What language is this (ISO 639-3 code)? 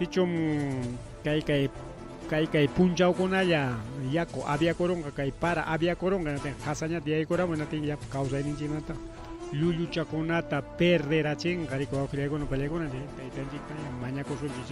quy